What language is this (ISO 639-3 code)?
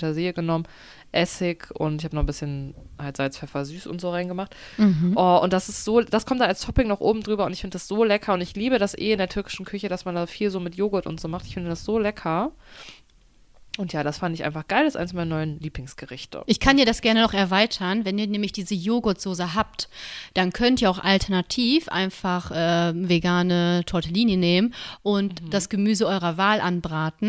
deu